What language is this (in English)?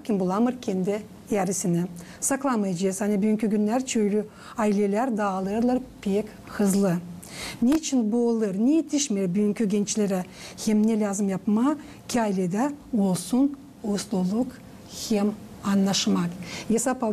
Gagauz